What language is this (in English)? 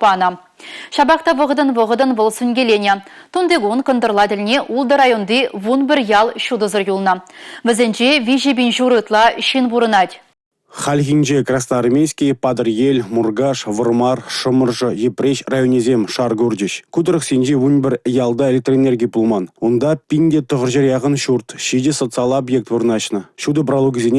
Chuvash